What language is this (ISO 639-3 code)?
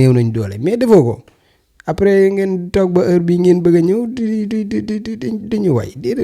wol